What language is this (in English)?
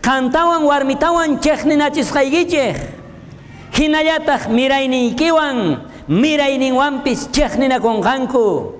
South Bolivian Quechua